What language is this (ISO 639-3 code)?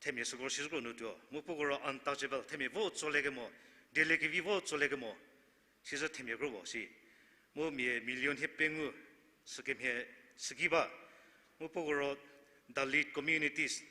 njm